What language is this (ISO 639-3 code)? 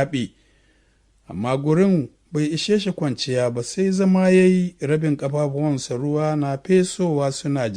hau